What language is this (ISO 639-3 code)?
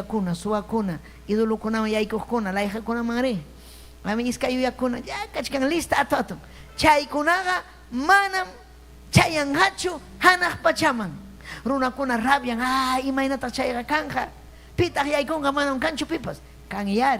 quy